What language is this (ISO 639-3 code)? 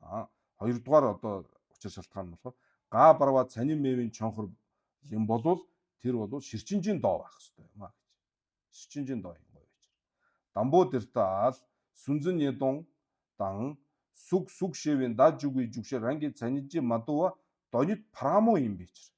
mon